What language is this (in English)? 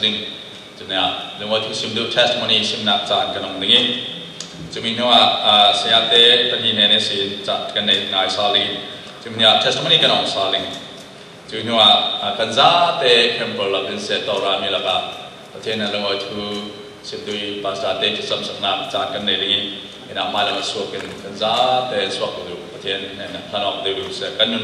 Falam Chin